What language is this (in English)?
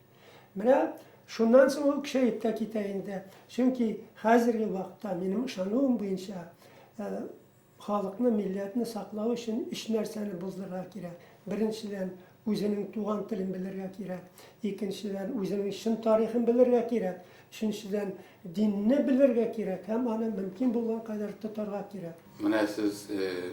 Bashkir